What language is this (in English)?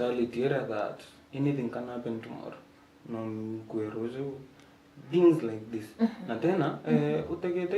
Meru